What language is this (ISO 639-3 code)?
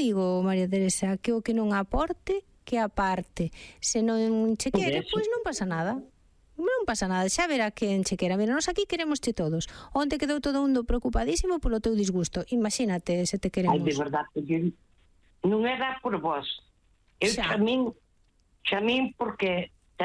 glg